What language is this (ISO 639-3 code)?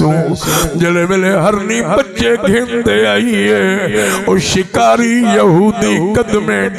skr